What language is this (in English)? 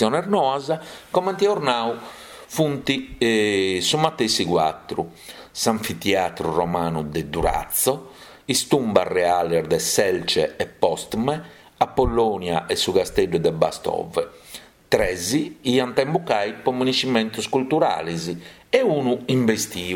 Sardinian